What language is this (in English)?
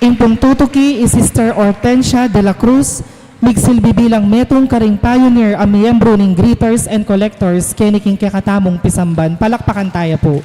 Pampanga